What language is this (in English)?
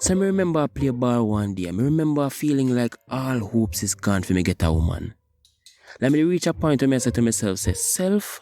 Jamaican Creole English